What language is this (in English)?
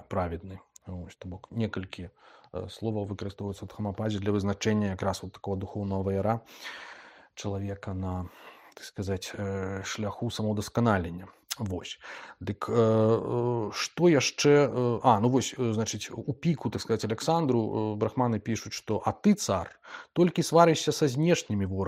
Belarusian